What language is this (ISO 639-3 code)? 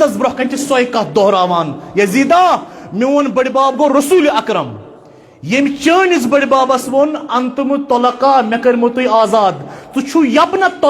kas